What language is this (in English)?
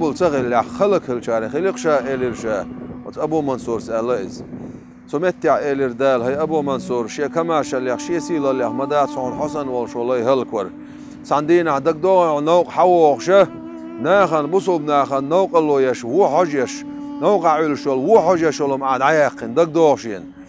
Chechen